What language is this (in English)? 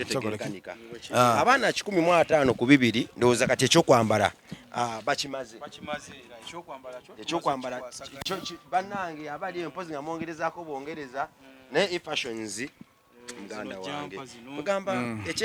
Ganda